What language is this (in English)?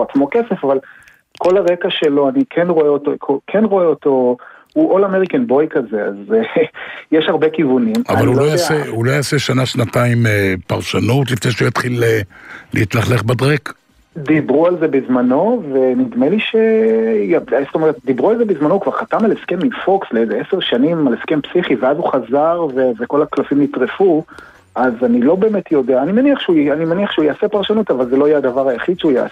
Hebrew